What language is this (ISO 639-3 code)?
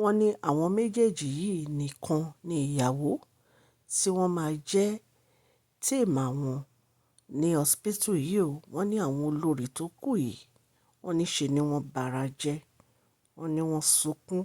yor